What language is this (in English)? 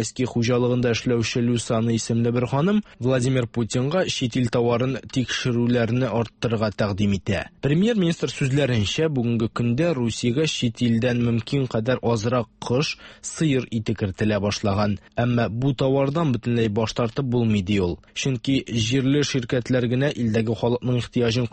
Tatar